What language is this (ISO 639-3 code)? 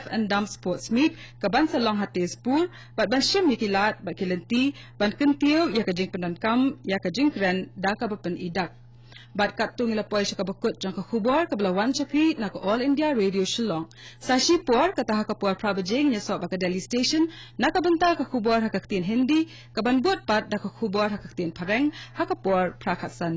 kha